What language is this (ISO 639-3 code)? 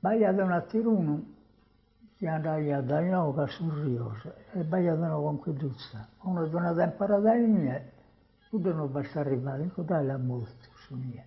srd